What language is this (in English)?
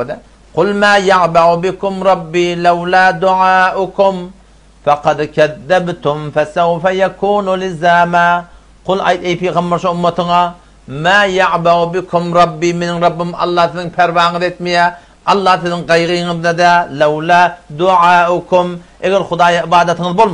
Turkmen